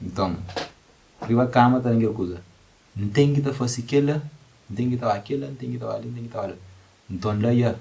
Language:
Kabuverdianu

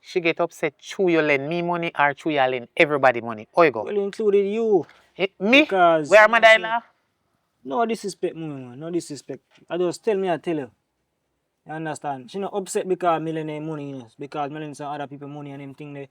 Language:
Jamaican Creole English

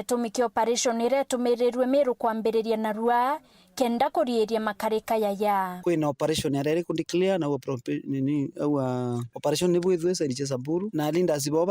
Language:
Meru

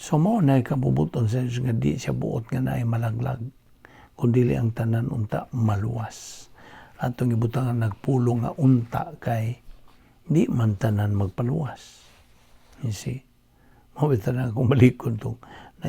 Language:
Cebuano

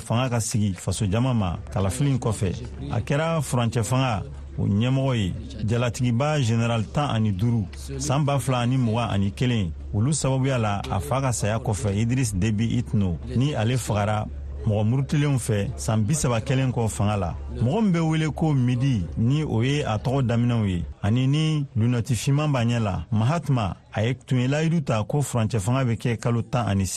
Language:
Bambara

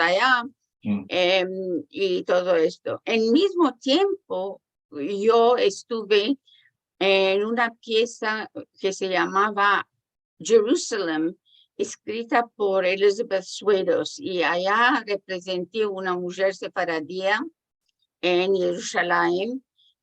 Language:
Ladino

